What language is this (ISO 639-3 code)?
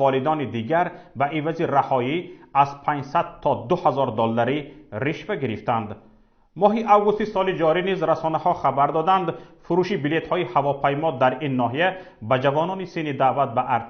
tgk